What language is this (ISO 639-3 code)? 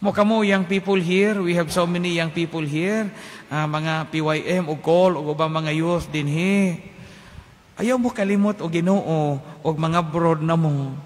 ceb